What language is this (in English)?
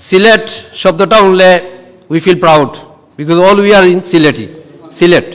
Sylheti